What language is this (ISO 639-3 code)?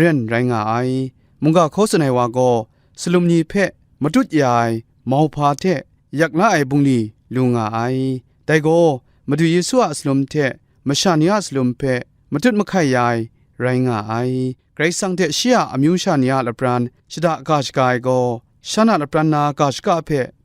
kac